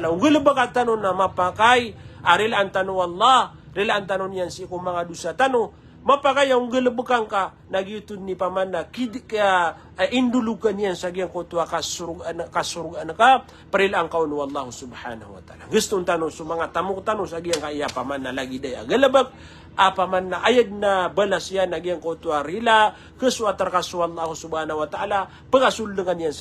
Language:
Maranao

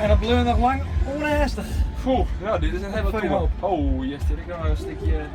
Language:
Western Frisian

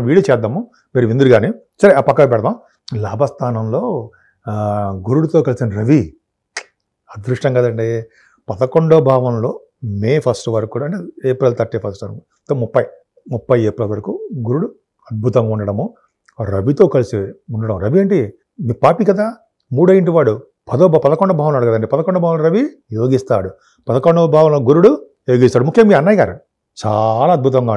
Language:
Telugu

